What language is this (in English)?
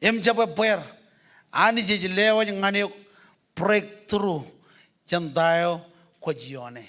Marshallese